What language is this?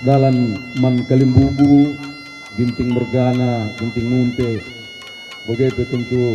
Batak Karo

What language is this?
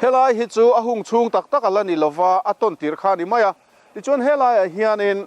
Mizo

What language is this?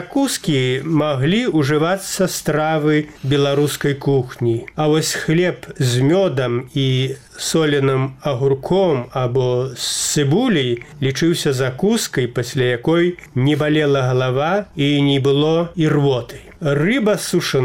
Belarusian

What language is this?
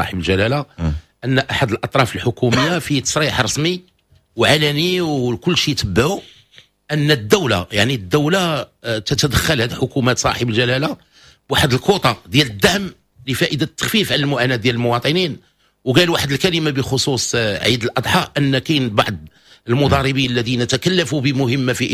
Moroccan Arabic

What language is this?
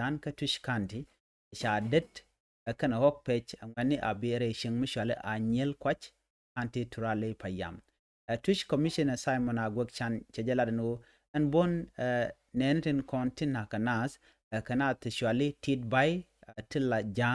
Nuer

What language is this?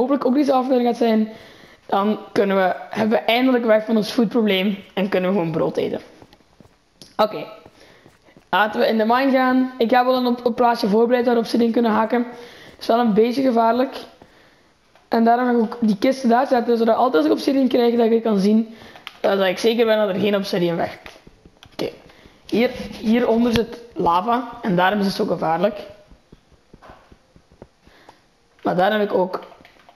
Dutch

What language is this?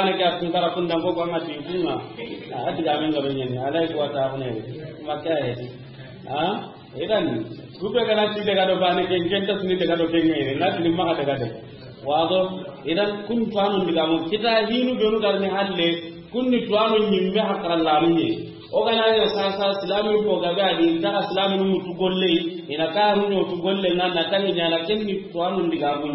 Soninke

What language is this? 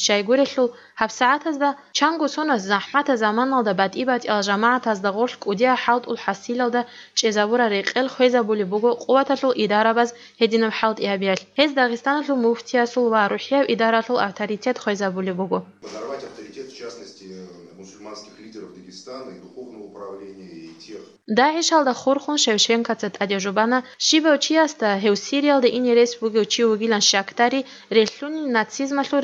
Avaric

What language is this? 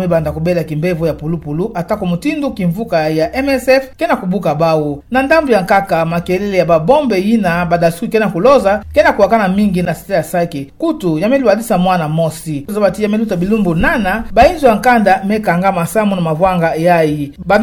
Kituba (Democratic Republic of Congo)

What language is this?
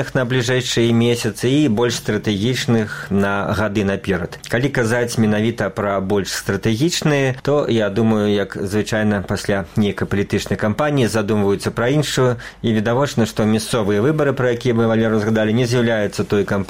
Belarusian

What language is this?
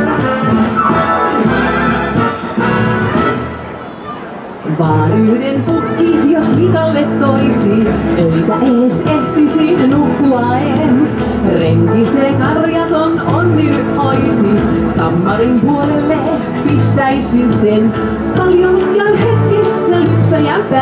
Finnish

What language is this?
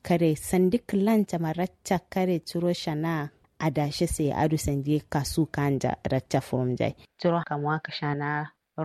Kanuri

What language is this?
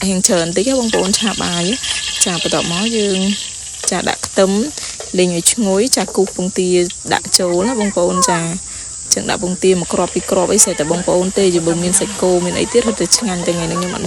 Khmer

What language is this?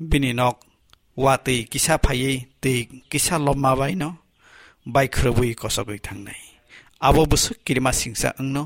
Kok Borok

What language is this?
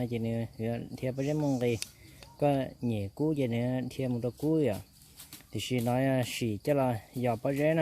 Hmong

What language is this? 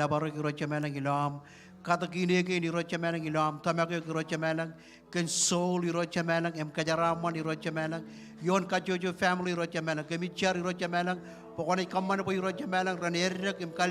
Marshallese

